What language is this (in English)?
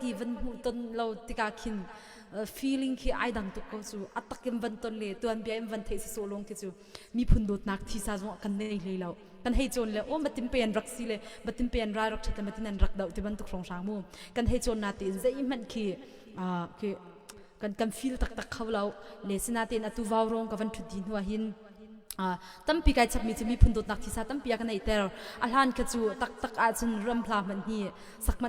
Hakha Chin